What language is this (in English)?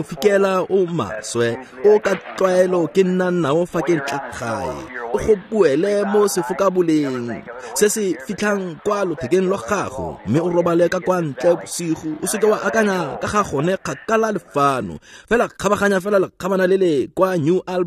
Tswana